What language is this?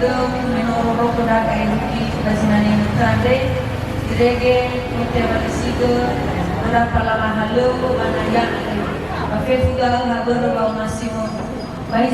Nias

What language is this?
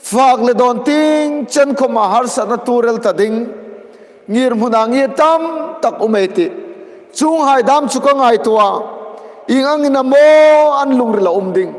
Hmar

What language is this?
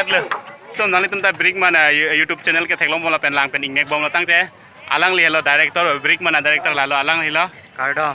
Karbi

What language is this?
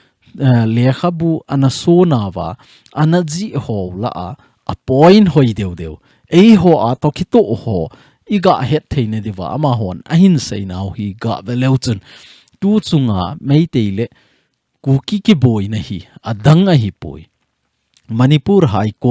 Thado Chin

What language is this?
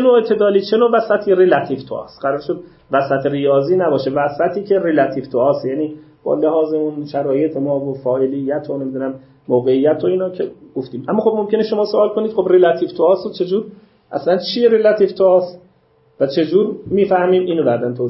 Persian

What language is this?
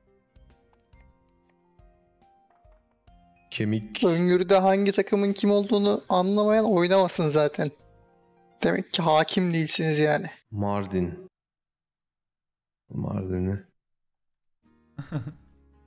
Turkish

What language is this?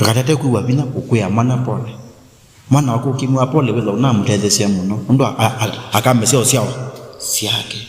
Kamba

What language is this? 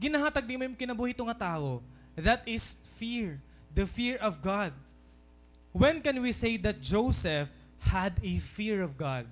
Waray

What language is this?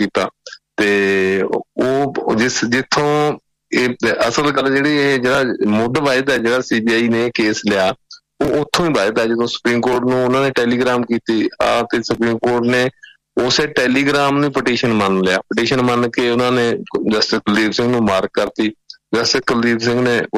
Punjabi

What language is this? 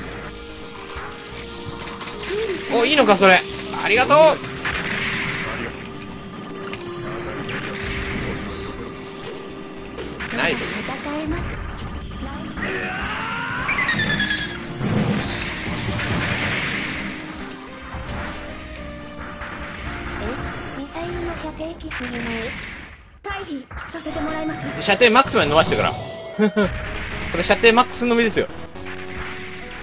Japanese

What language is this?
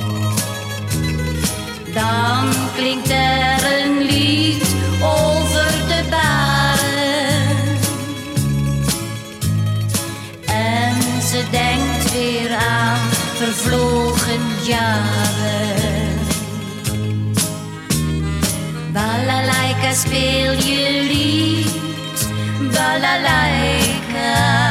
Dutch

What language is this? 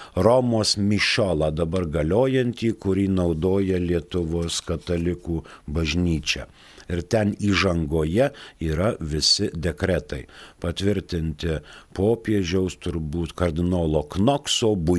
Lithuanian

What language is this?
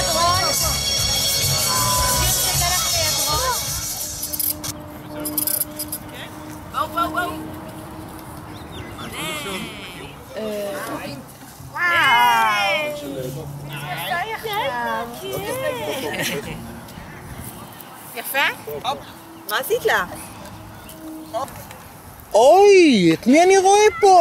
Hebrew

